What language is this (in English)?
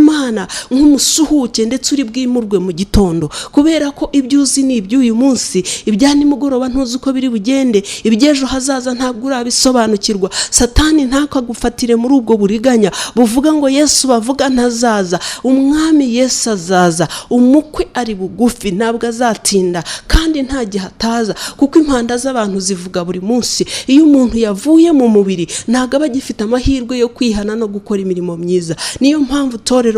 Kinyarwanda